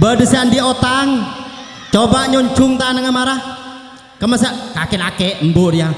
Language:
Madurese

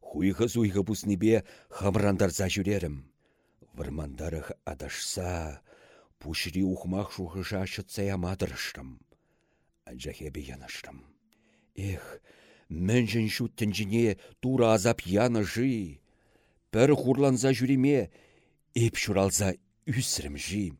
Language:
Chuvash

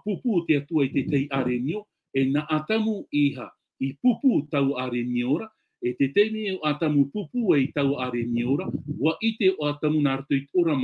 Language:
Tahitian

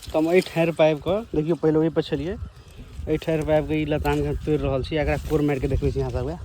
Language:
Maithili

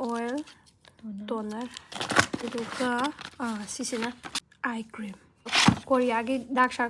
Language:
Manipuri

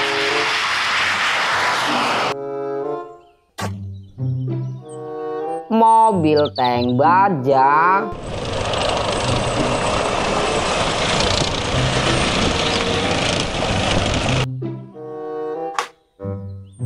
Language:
Indonesian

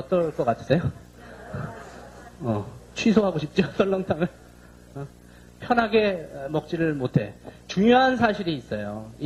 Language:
Korean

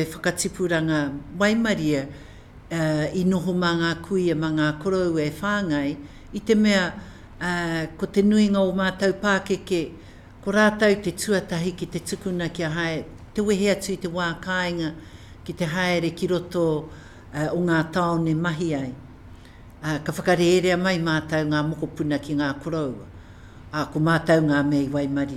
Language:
Māori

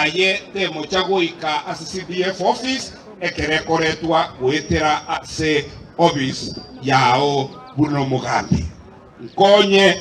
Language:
Gusii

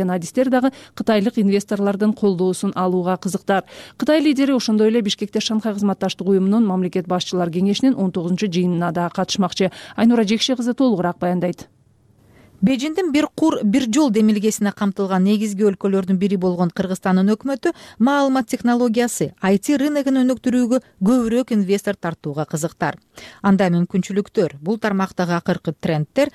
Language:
Kyrgyz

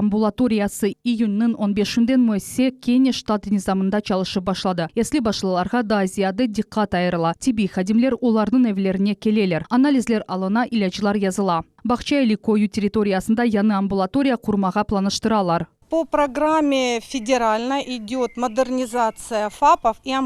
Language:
Crimean Tatar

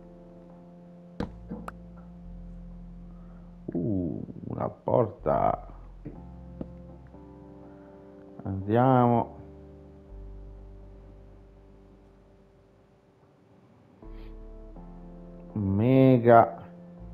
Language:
Italian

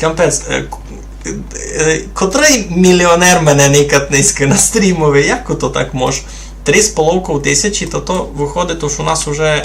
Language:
Rusyn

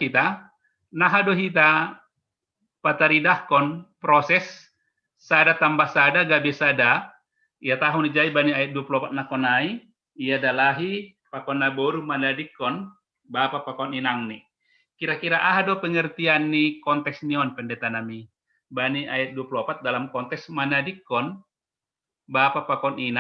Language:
Batak Simalungun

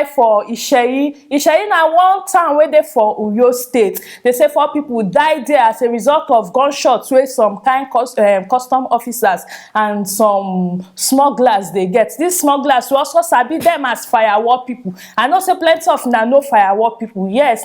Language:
Nigerian Pidgin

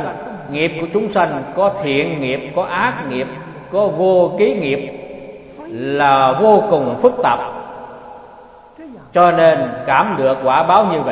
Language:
Vietnamese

